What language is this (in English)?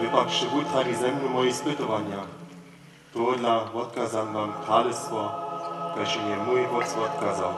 Upper Sorbian